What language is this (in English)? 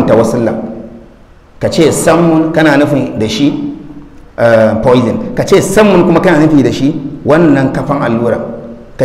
Hausa